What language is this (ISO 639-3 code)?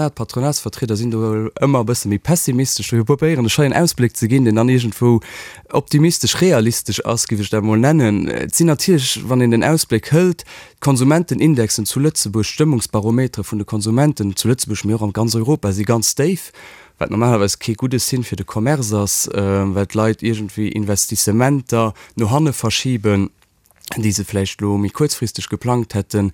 ltz